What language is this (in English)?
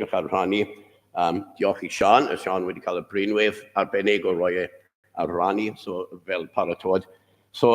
Welsh